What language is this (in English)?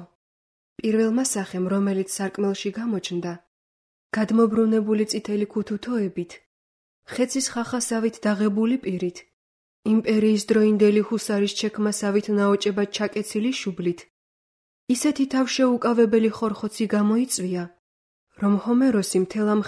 Georgian